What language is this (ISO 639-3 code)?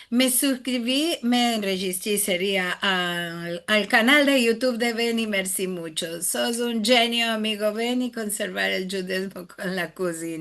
lad